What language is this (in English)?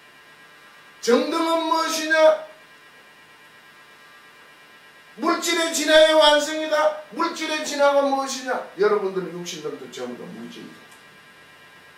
Korean